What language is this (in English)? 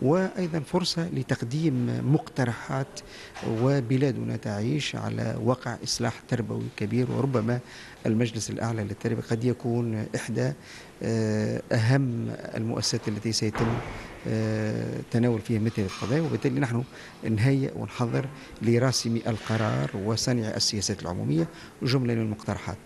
Tunisian Arabic